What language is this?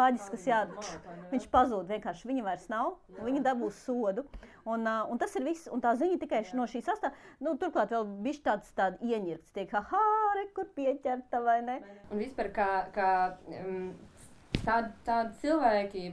Latvian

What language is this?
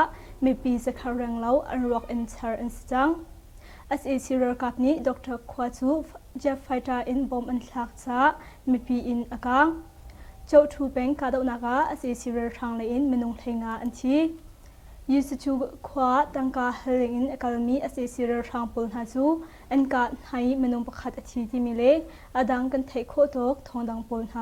Hakha Chin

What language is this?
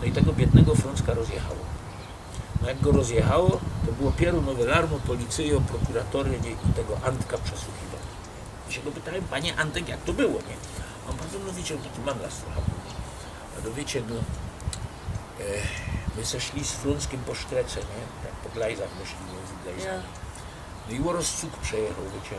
Silesian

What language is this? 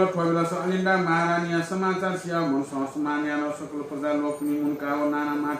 Newari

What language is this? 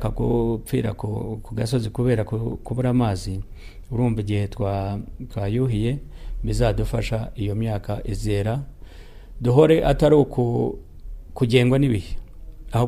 Kinyarwanda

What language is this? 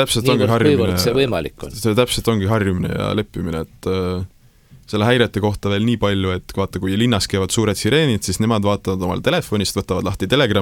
Estonian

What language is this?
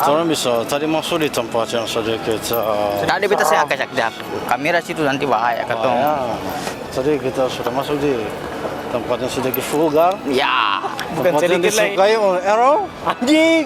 Ambonese Malay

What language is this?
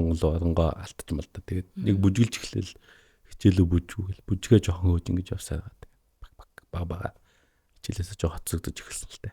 Mongolian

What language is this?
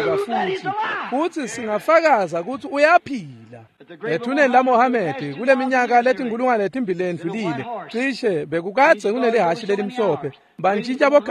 Swati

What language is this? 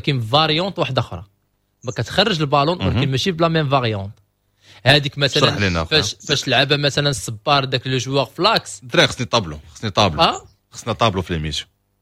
Moroccan Arabic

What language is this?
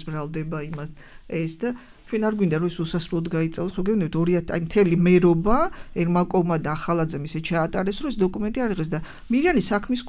Georgian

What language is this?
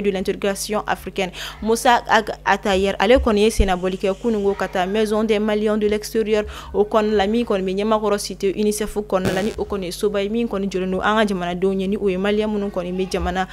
Bambara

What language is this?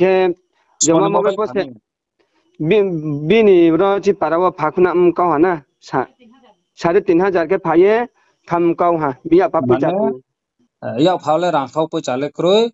Riang (India)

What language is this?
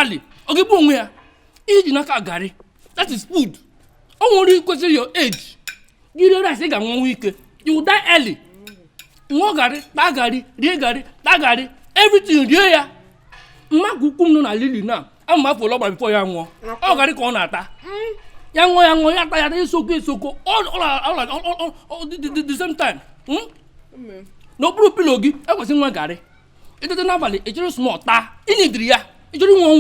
Igbo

